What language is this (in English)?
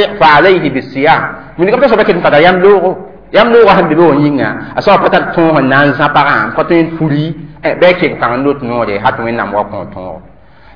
Mossi